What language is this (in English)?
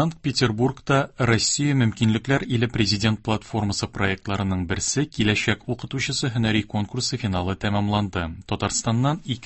Tatar